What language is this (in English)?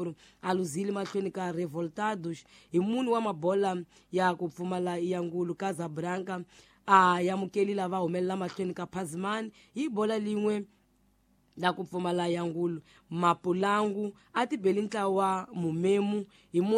Tsonga